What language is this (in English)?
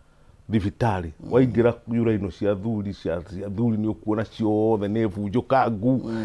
Kikuyu